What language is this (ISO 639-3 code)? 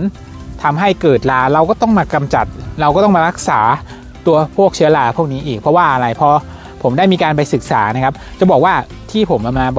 tha